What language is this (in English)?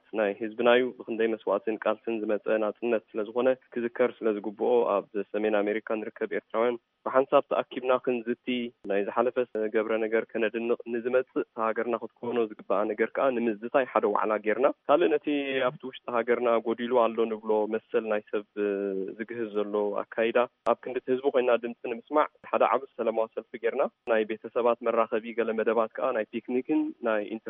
Tigrinya